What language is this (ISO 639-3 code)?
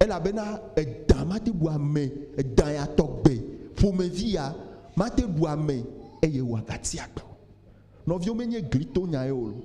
ewe